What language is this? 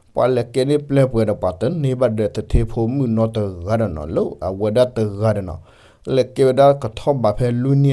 S'gaw Karen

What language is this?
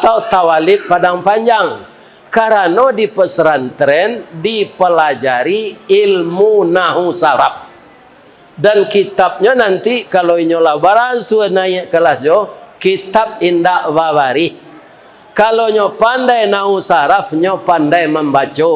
Minangkabau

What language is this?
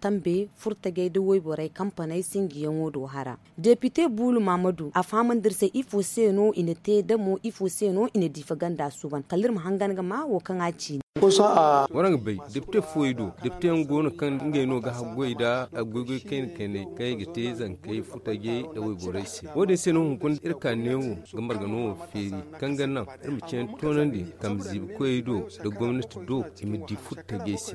Zarma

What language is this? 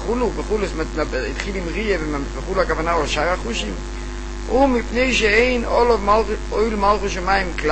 Hebrew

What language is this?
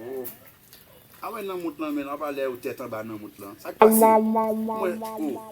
Haitian Creole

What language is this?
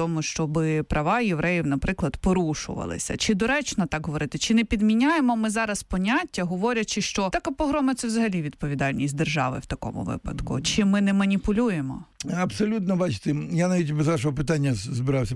Ukrainian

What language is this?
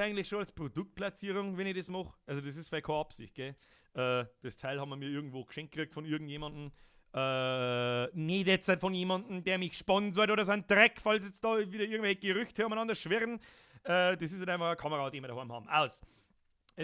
Bavarian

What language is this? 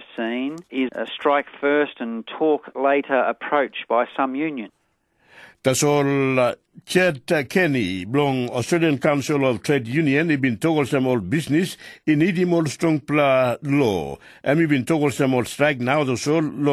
Tok Pisin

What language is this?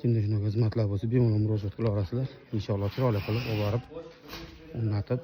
Uzbek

